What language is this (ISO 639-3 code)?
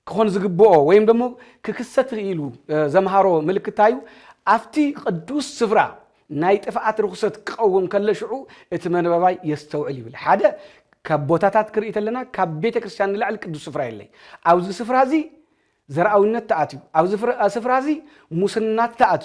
tir